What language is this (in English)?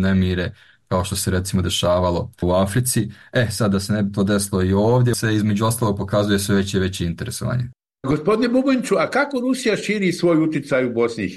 Bosnian